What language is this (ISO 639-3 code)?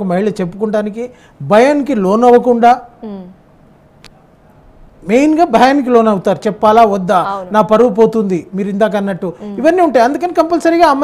tel